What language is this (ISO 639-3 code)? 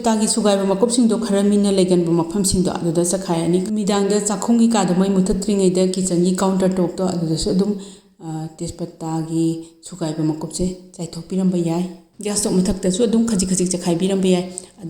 mni